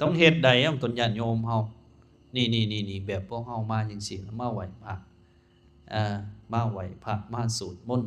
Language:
Lao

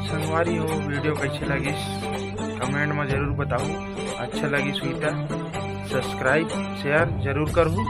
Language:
Chhattisgarhi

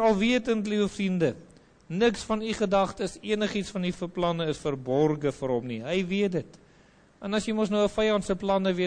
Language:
Afrikaans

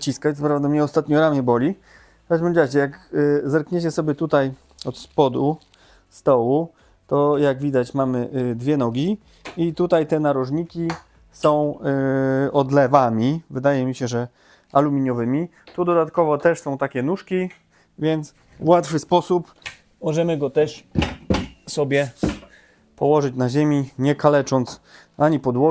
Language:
Polish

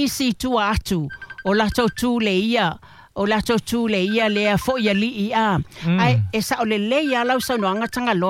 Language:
Samoan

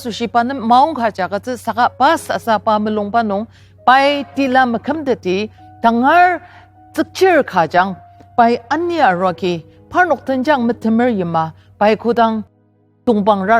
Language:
Ao Naga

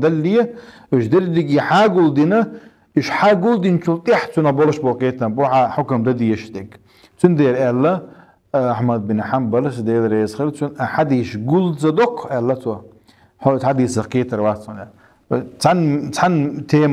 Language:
Chechen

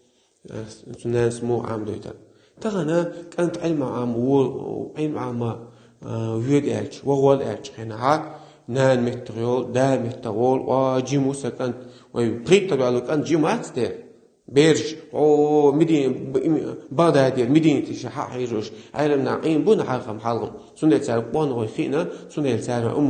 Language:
Chechen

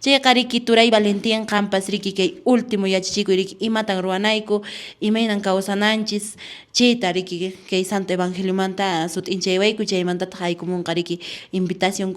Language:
Quechua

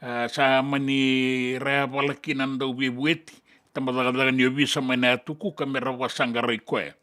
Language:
Fijian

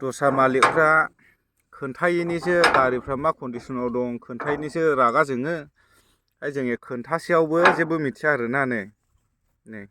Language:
Bodo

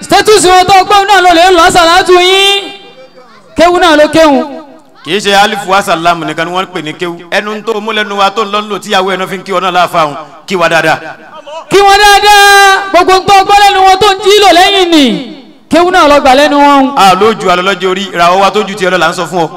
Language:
Yoruba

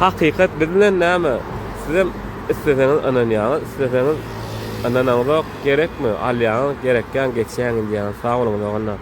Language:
Turkmen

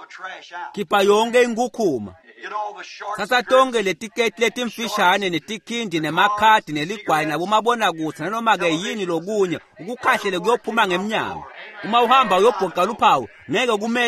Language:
Swati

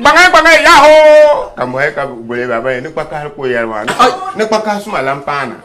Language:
Dagbani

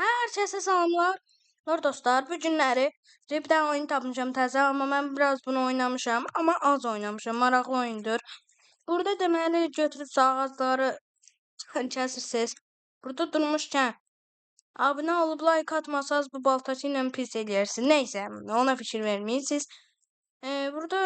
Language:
Azerbaijani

